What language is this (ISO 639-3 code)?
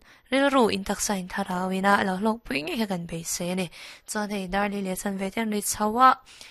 lus